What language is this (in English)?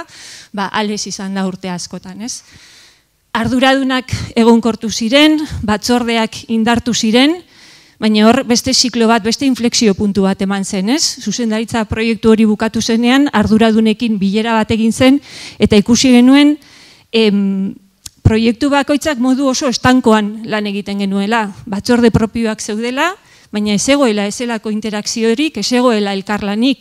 Basque